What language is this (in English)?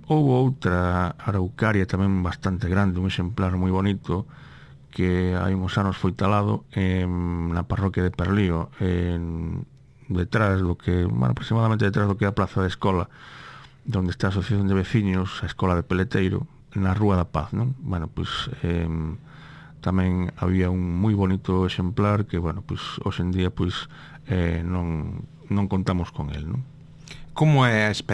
Galician